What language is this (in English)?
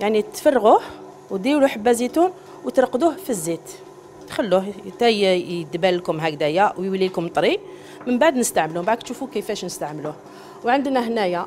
Algerian Arabic